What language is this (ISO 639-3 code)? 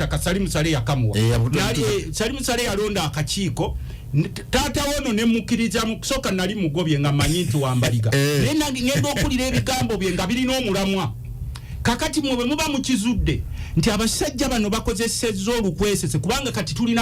lug